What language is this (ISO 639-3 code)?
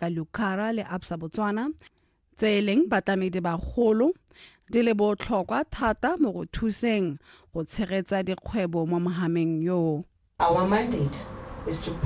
tsn